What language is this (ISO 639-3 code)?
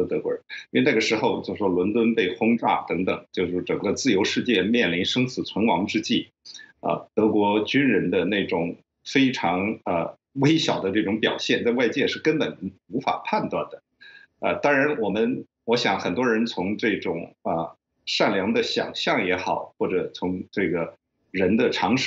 zho